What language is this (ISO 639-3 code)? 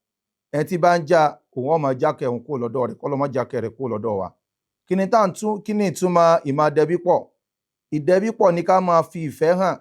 yor